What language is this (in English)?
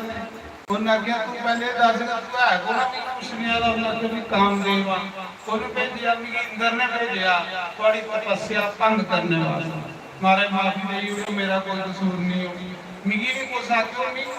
Dogri